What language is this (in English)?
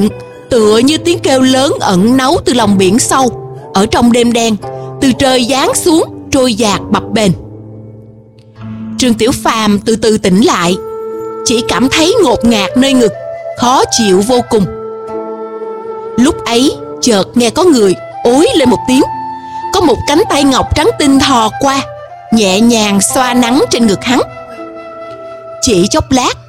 Vietnamese